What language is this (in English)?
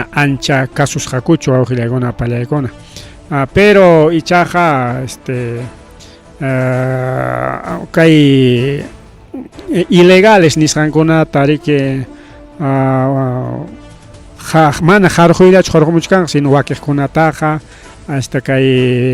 Ayacucho Quechua